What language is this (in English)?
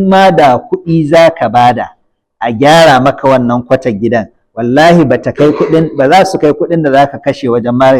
Hausa